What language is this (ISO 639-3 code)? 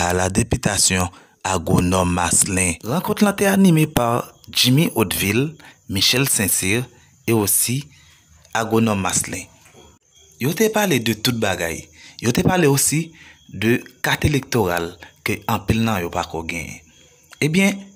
hat